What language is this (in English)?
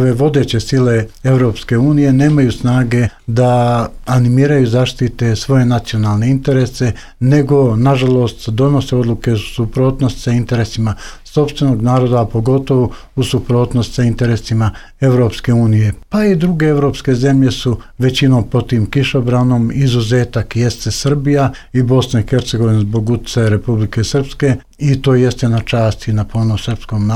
Serbian